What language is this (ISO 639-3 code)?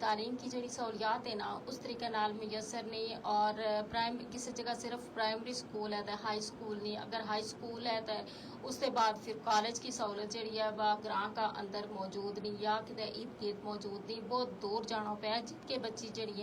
gju